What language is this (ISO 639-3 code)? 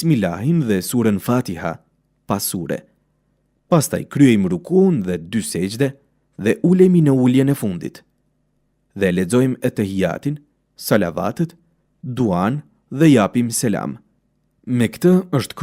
sqi